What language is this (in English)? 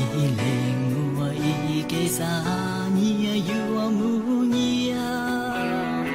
Hmong